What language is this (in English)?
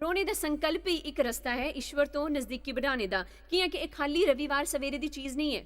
Dogri